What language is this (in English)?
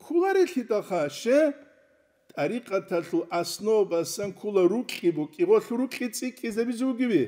Avaric